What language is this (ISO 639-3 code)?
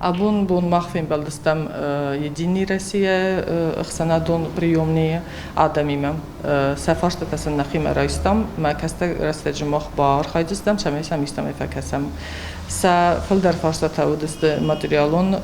oss